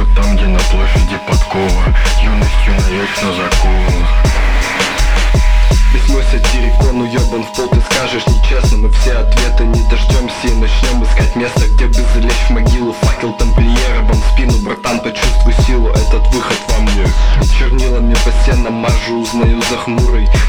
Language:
Russian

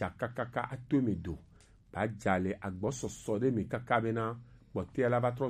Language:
Gen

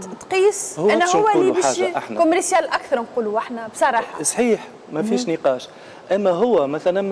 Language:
Tunisian Arabic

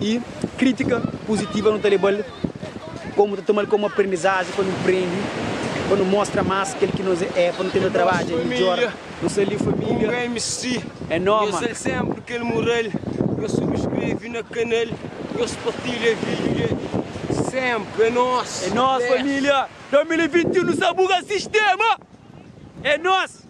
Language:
Kabuverdianu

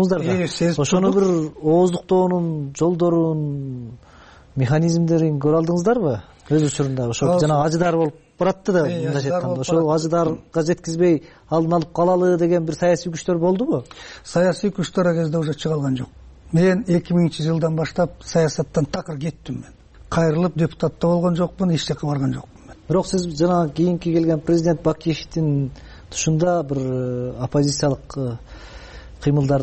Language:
Kyrgyz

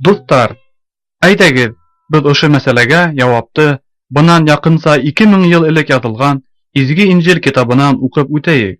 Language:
Bashkir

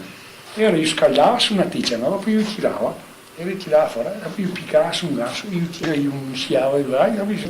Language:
Venetian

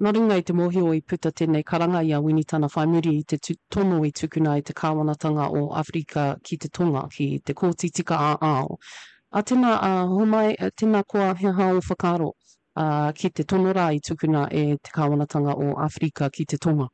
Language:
Māori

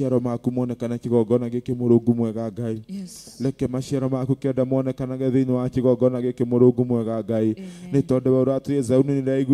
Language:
Kikuyu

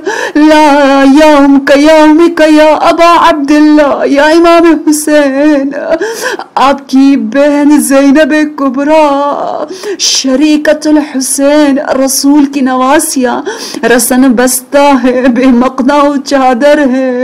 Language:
Urdu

